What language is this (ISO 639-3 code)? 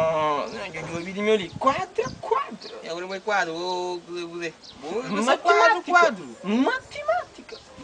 kea